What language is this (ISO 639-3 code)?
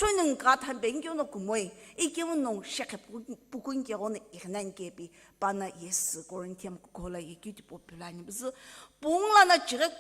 nsm